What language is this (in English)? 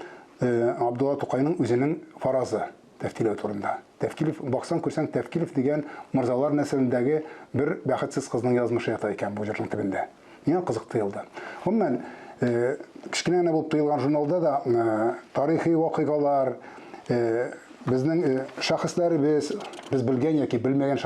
Tatar